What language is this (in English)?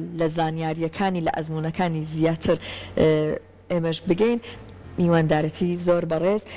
Central Kurdish